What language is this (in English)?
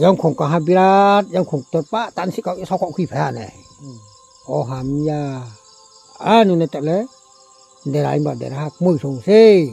Riang (India)